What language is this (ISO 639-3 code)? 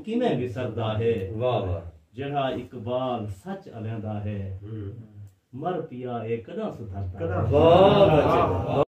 skr